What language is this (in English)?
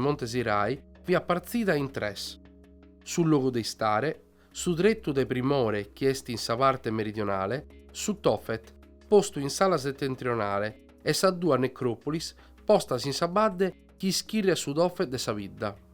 Sardinian